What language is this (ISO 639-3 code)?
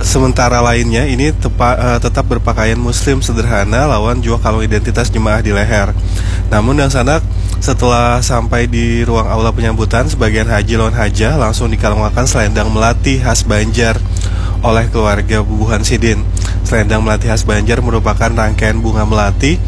bjn